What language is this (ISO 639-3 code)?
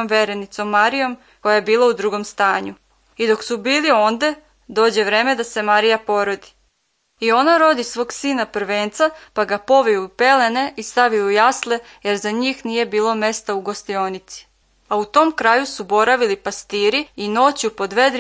srp